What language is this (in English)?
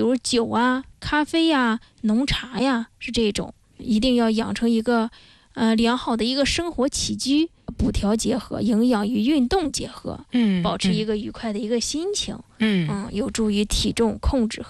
Chinese